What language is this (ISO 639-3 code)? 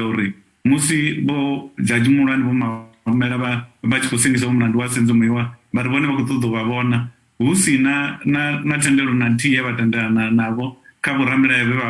ven